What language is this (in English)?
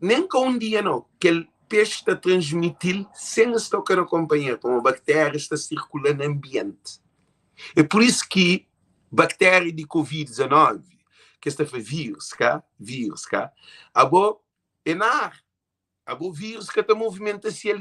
Kabuverdianu